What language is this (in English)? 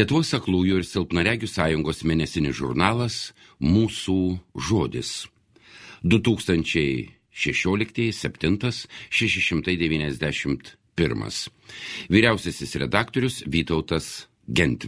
Lithuanian